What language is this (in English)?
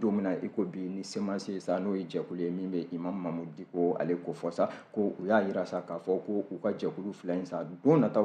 Bambara